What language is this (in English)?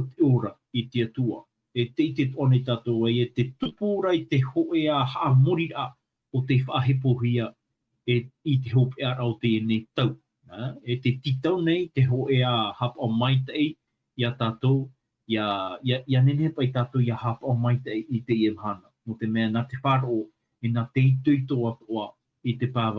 Tahitian